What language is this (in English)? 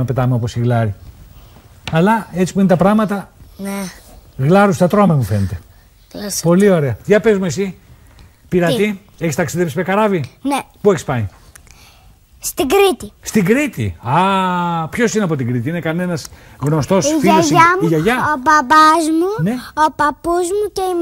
Greek